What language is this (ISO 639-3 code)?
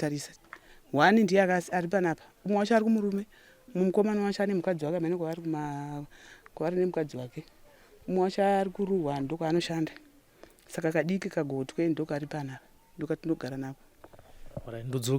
sna